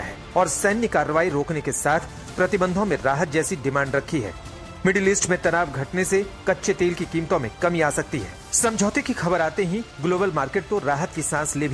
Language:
Hindi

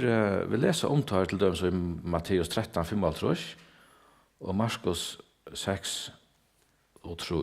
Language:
Faroese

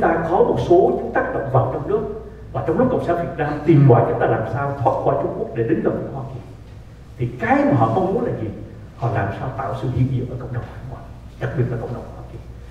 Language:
Vietnamese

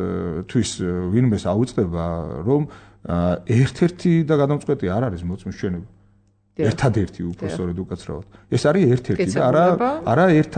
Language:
Georgian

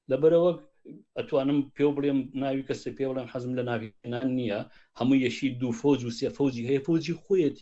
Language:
Central Kurdish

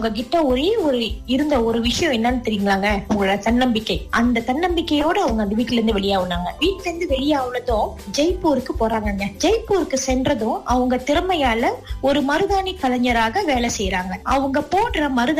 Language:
Tamil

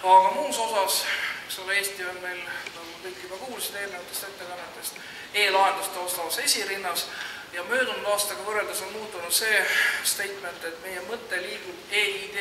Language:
Estonian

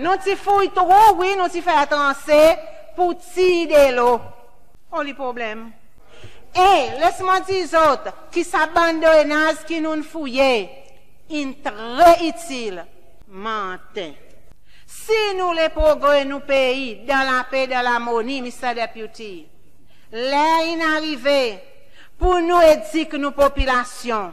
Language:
Seselwa Creole French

